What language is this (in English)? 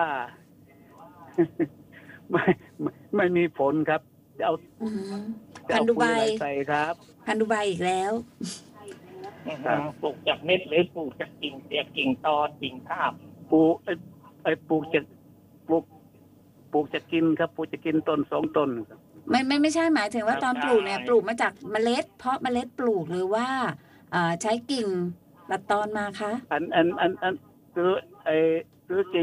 Thai